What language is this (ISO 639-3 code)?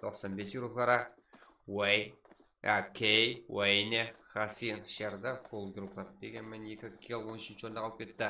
kaa